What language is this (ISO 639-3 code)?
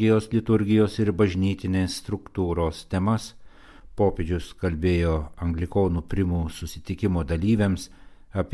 lit